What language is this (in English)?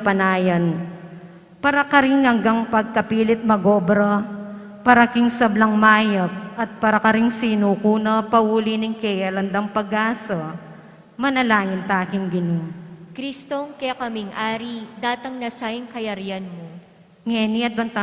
Pampanga